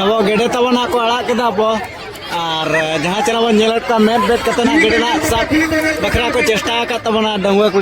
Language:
Santali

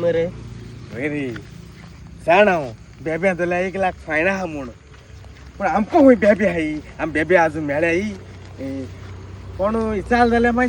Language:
Konkani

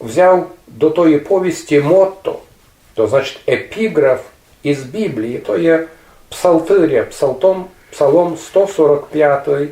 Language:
Rusyn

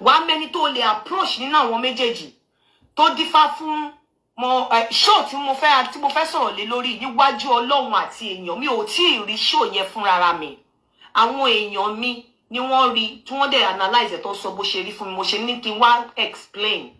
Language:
Yoruba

